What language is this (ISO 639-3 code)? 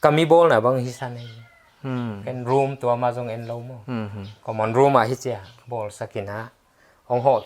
pck